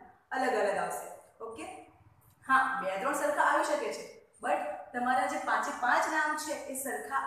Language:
Gujarati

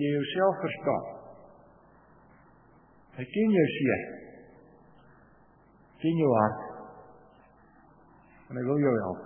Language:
Afrikaans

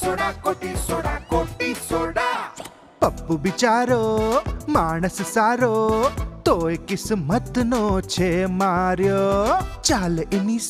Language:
Gujarati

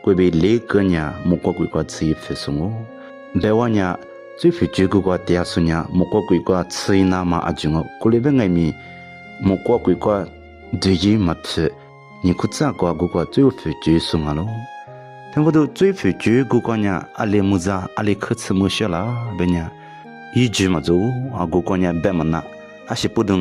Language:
Lisu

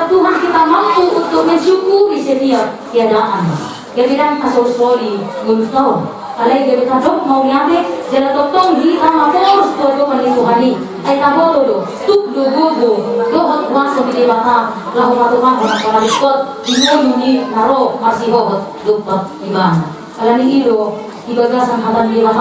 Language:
Batak Toba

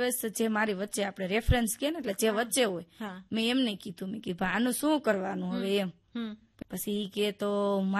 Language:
Gujarati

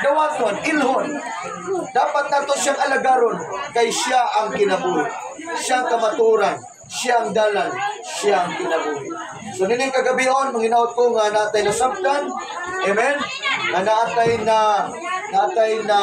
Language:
Cebuano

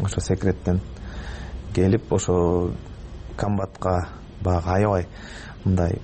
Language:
Kyrgyz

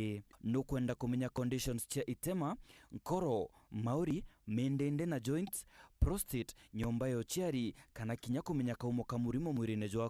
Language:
Meru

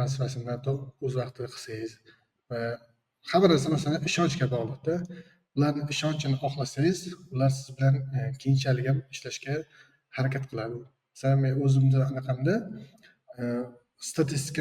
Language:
Uzbek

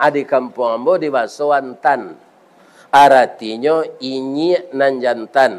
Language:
Minangkabau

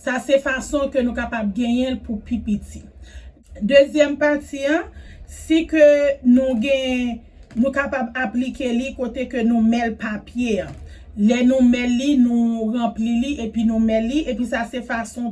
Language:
Haitian Creole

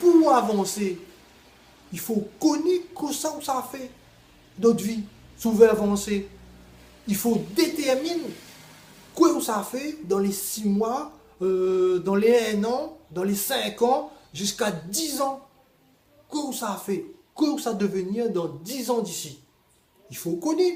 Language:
Réunion Creole French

